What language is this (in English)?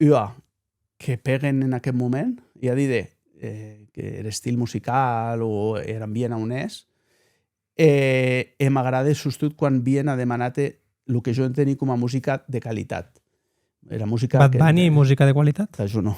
Occitan